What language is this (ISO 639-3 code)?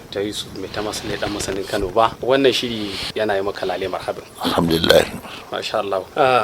hau